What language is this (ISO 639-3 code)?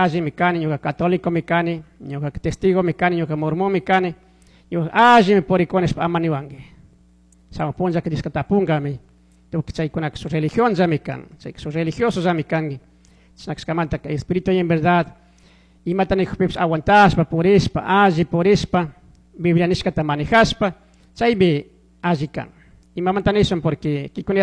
qug